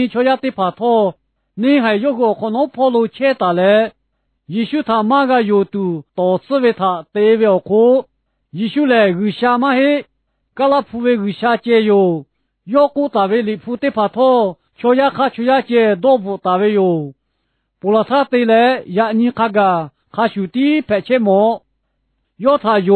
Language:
Lahu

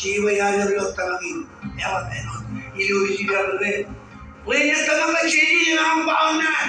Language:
Marshallese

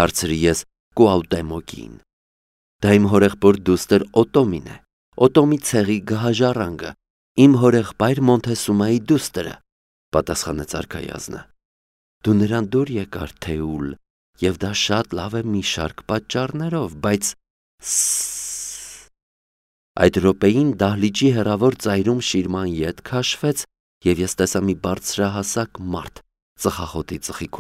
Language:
Armenian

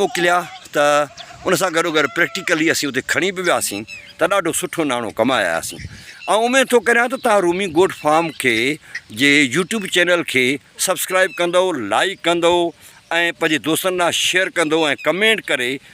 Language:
Sindhi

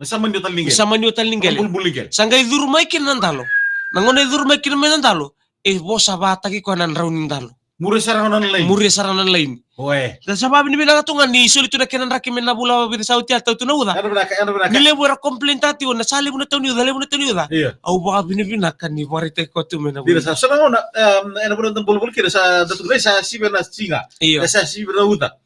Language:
Fijian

